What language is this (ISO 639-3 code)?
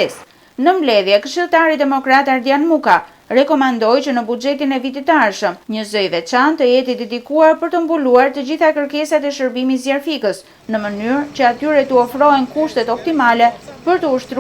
sqi